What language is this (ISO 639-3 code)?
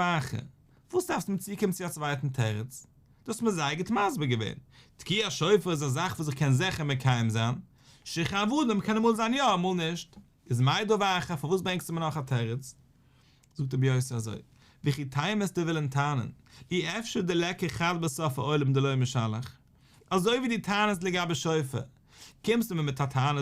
yid